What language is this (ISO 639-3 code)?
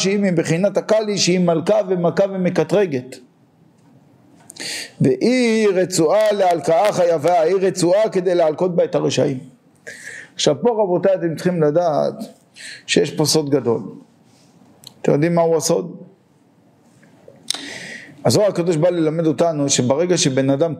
heb